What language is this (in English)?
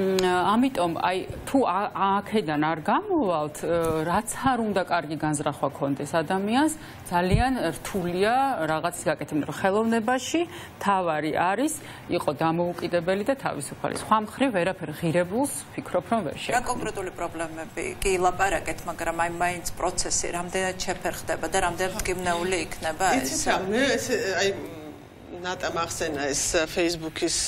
Georgian